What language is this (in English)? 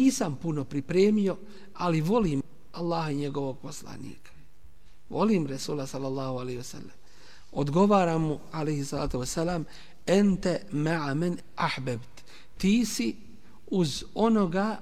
Bosnian